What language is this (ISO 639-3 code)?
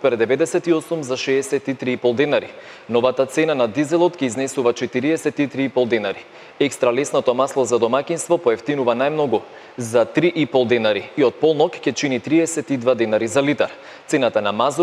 mkd